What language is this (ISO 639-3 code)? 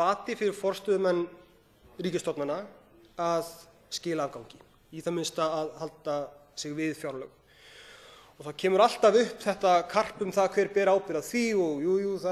isl